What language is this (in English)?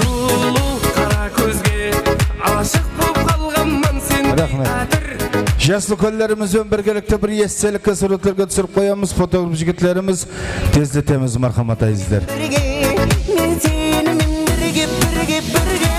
Kara-Kalpak